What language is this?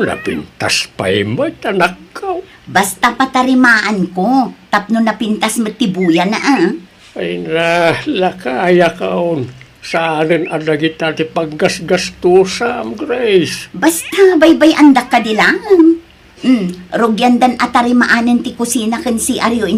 Iloko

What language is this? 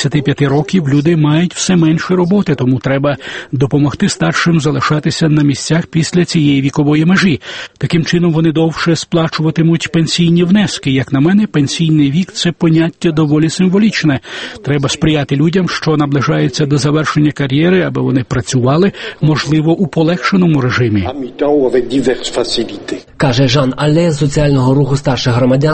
Ukrainian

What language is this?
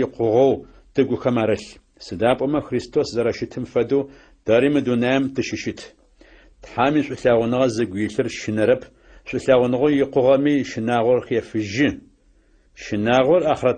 Adyghe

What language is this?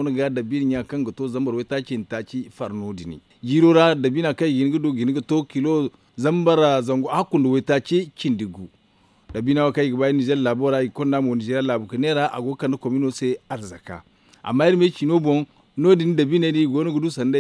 Zarma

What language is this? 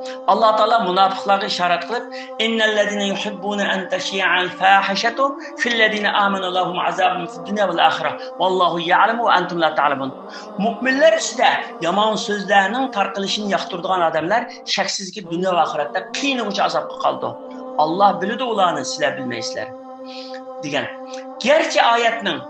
Uyghur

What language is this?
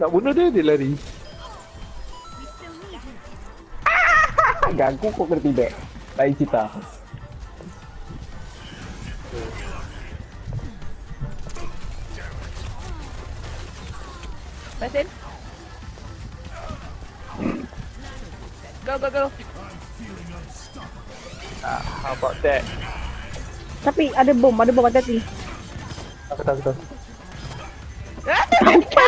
Malay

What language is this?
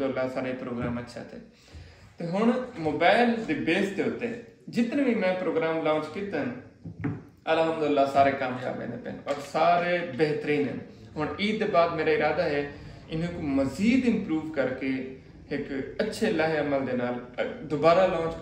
Saraiki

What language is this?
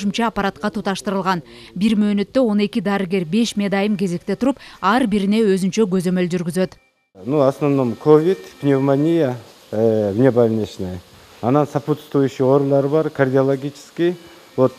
Kyrgyz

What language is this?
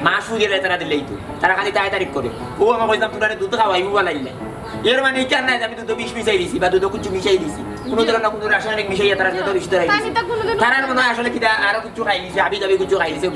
Sylheti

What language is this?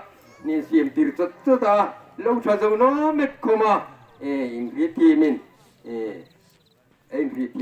Hmar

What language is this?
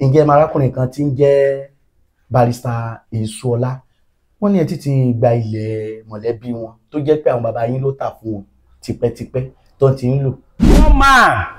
Yoruba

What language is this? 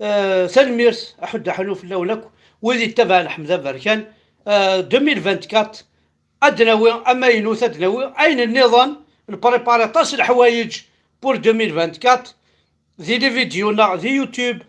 Kabyle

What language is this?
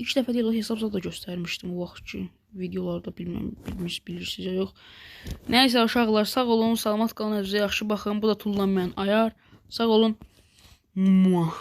Azerbaijani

